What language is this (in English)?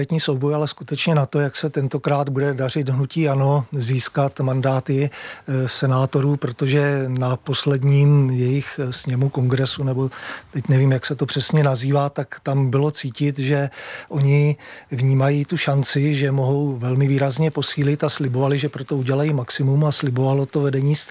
Czech